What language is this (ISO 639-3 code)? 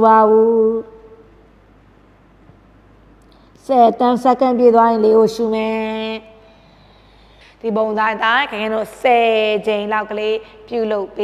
mya